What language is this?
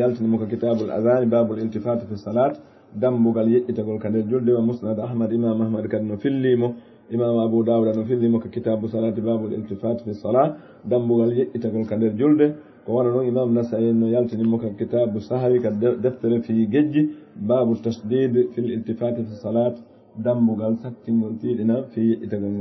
Fula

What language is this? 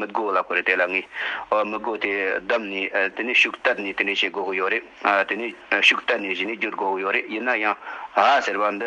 Tibetan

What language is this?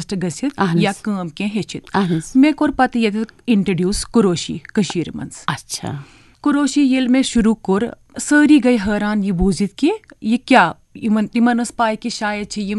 Kashmiri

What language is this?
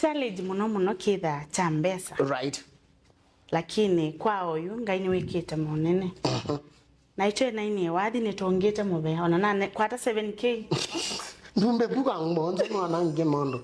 Kamba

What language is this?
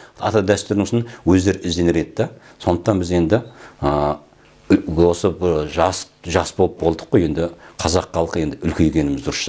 Kazakh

